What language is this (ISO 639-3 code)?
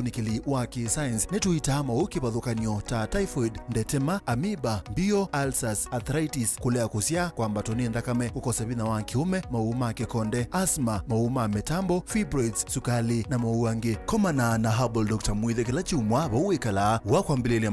kam